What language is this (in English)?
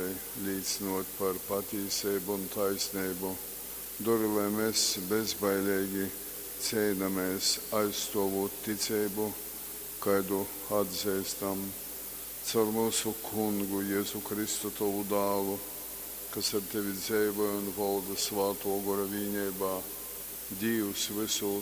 Latgalian